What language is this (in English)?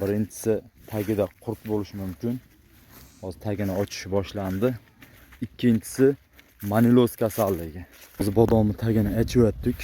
Uzbek